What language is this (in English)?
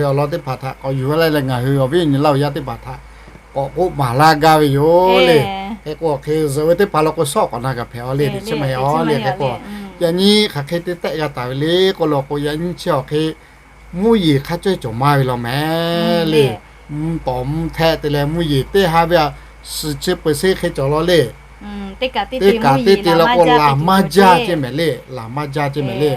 Lahu